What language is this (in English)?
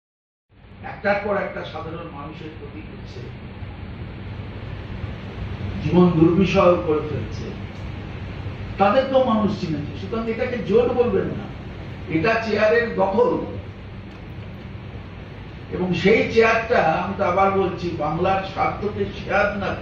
Bangla